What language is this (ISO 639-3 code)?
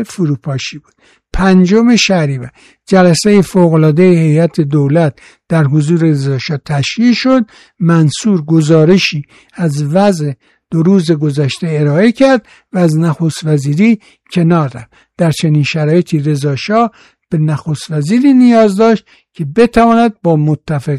fas